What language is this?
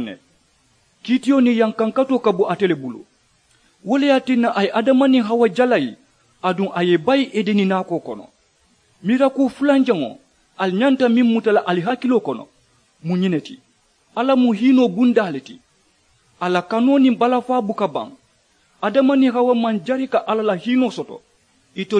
Mandingo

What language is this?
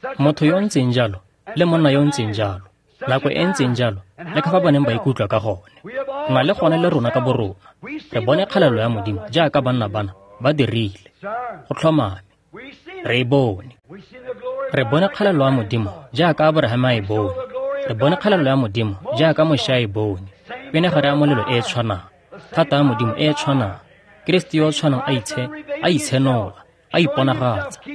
Tswana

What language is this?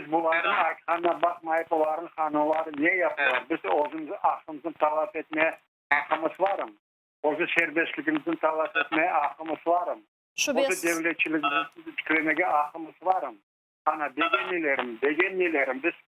Crimean Tatar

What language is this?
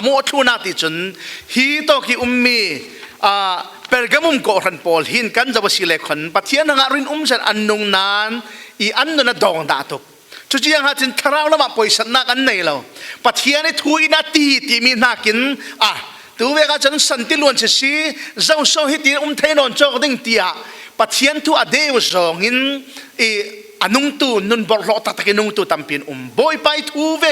Falam Chin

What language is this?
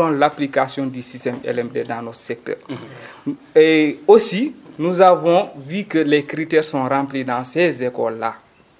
French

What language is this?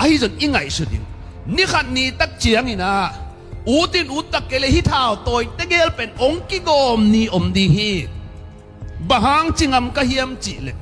Tedim Chin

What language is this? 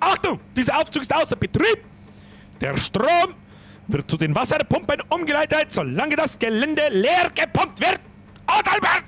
Bavarian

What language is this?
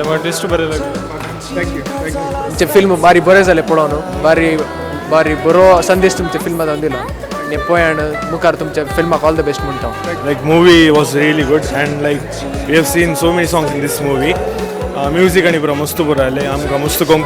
Konkani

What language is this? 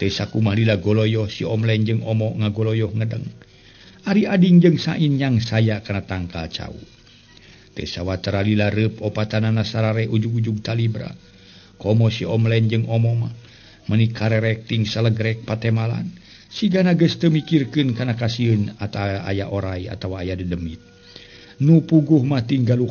Sundanese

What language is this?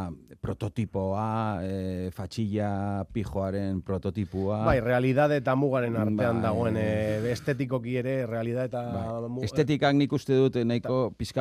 Basque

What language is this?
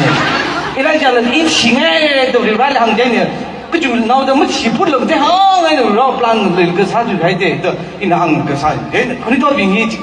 Tangkhul Naga (India)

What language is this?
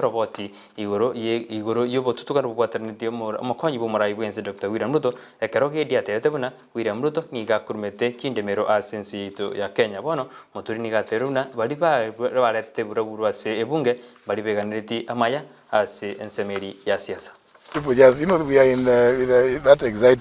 Gusii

